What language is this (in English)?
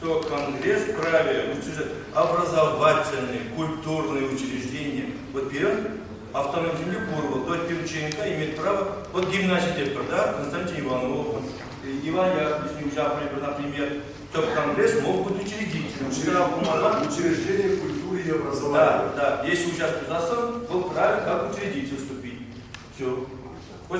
Chuvash